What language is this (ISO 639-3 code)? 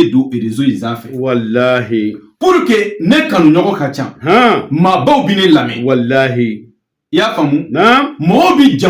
bam